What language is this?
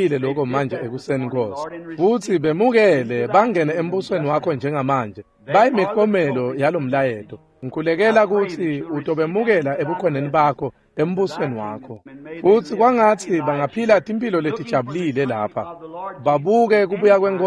Swati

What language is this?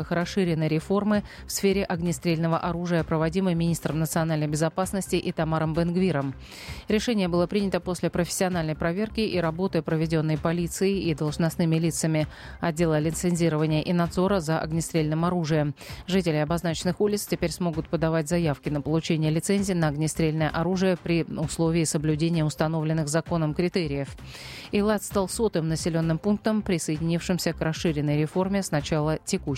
Russian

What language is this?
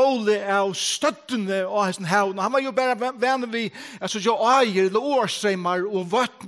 Faroese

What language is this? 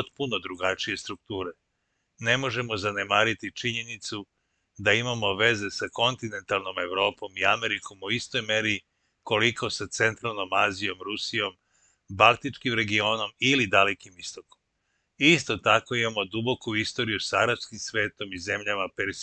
Serbian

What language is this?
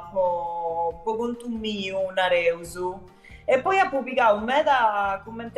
Sardinian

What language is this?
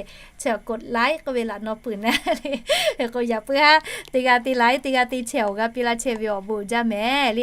Lahu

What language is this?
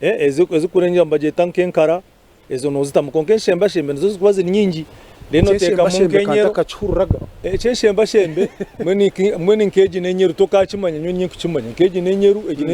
Nyankole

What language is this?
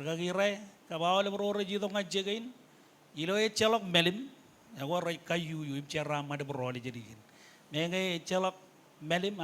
Marshallese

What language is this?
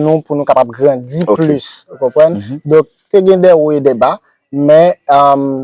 Haitian Creole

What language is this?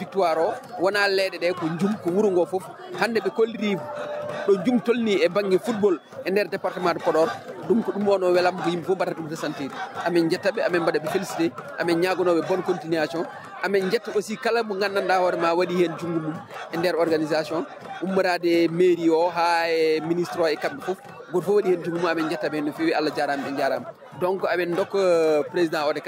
Fula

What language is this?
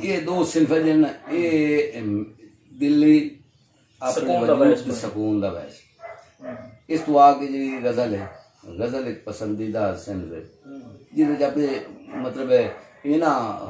Saraiki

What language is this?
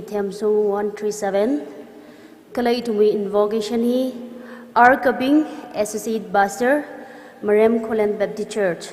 Tangkhul Naga (India)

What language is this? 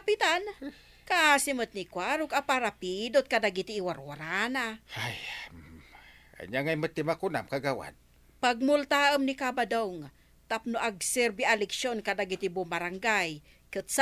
Iloko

